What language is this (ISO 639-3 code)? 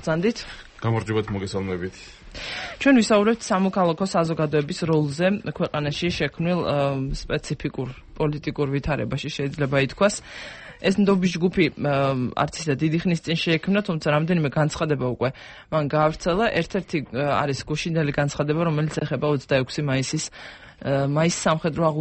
kat